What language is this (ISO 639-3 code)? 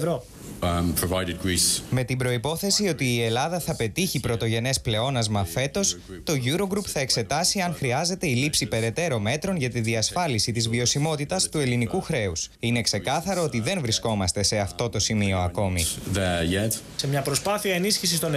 ell